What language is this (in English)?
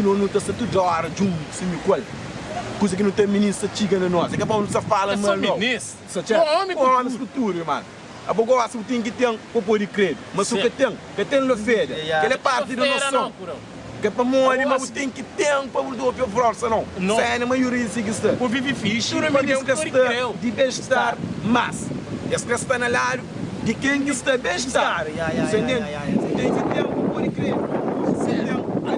Kabuverdianu